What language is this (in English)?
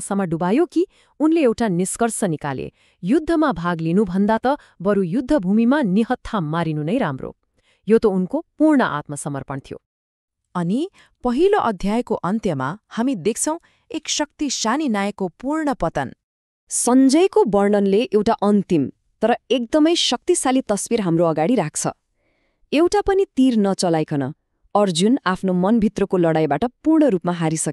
Nepali